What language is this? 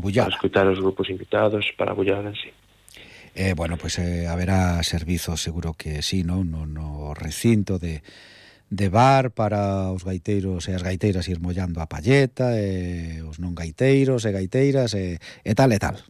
Galician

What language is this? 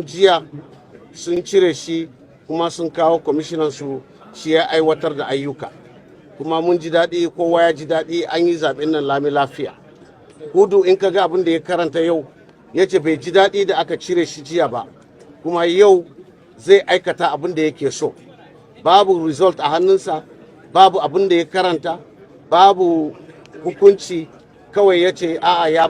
Hausa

